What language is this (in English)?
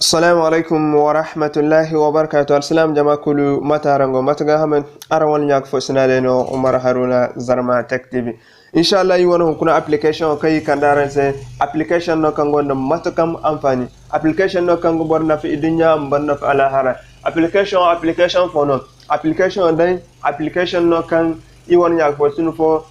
Zarma